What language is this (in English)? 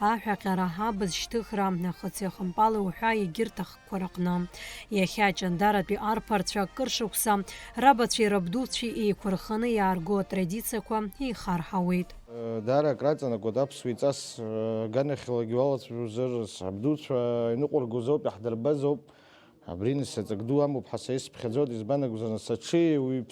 Abkhazian